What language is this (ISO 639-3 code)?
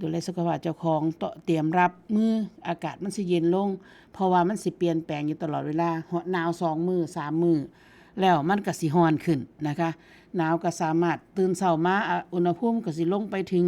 tts